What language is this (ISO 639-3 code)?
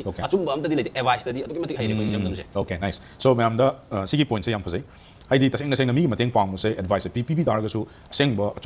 mni